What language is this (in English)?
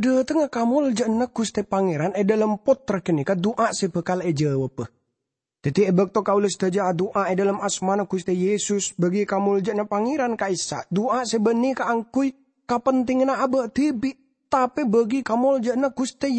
Madurese